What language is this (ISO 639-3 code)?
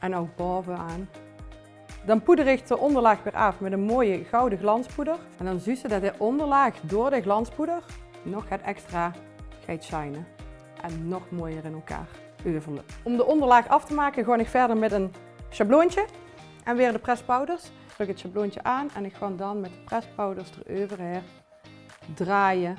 lim